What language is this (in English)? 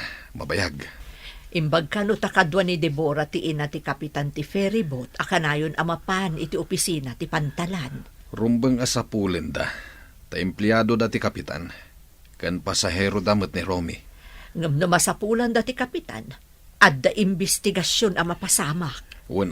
Iloko